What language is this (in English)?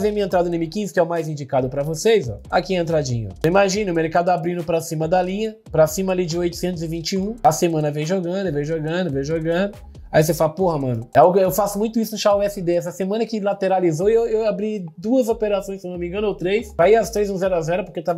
Portuguese